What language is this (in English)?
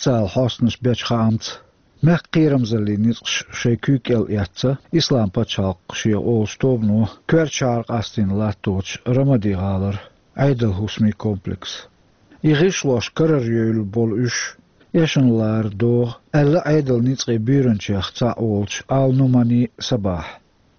Chechen